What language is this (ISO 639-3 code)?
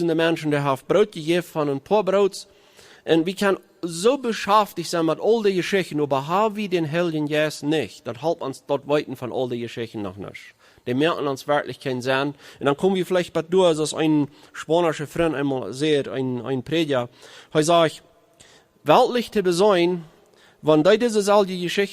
pdt